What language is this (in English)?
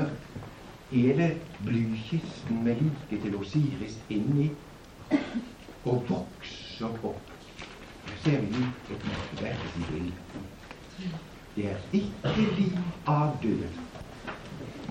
Norwegian